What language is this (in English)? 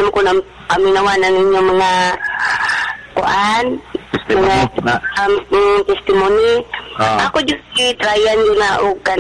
Cebuano